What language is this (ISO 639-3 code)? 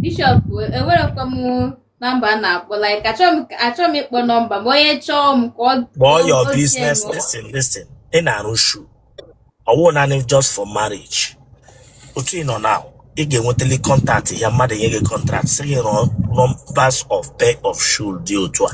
ibo